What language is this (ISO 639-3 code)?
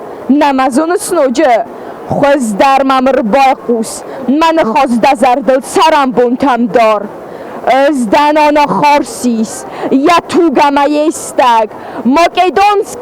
oss